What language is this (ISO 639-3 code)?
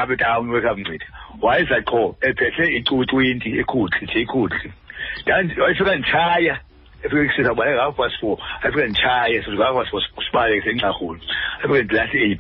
xho